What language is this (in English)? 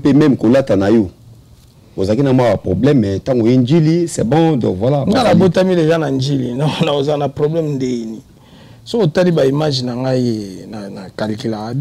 Lingala